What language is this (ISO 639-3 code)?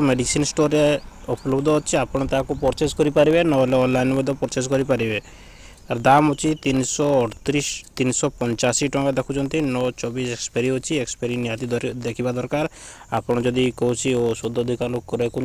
ori